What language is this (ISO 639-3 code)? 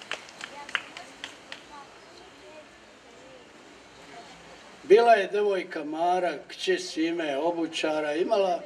srp